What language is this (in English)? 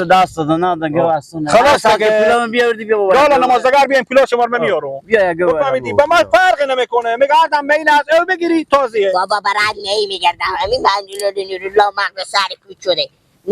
Persian